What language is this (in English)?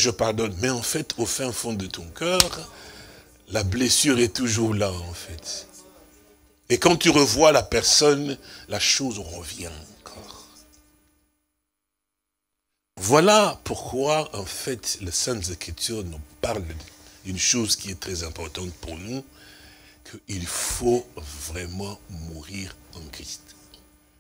French